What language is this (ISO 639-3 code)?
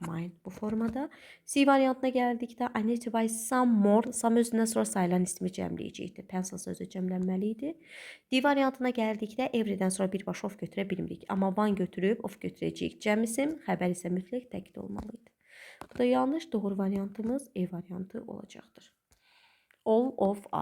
aze